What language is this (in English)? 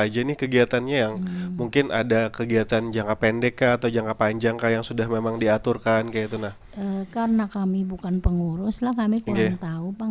Banjar